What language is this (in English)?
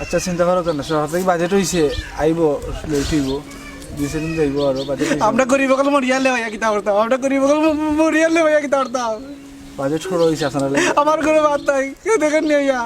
Sylheti